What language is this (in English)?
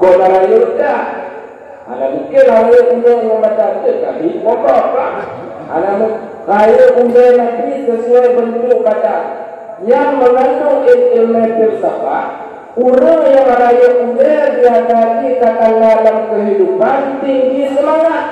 Achinese